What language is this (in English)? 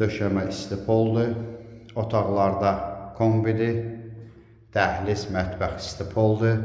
Azerbaijani